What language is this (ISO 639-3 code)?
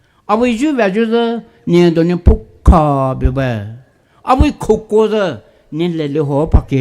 pmx